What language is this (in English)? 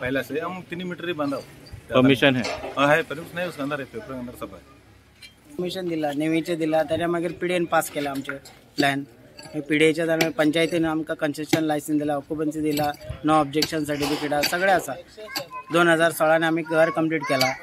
Konkani